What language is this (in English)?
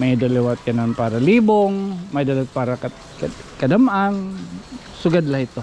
Waray